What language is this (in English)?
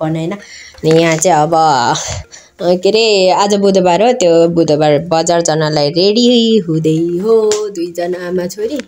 Nepali